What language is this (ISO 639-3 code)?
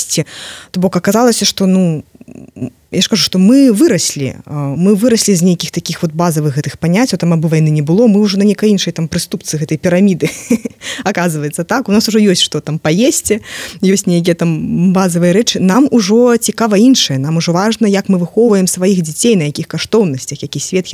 bel